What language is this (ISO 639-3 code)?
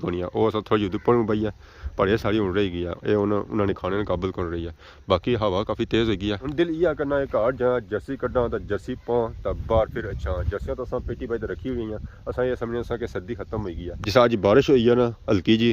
phr